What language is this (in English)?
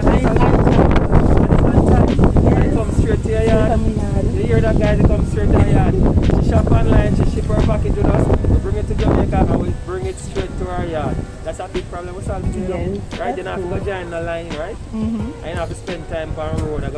Jamaican Creole English